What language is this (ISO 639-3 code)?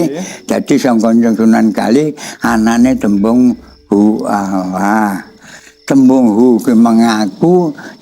jav